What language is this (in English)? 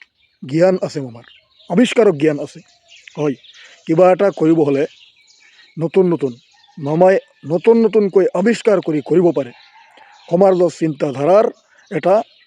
Assamese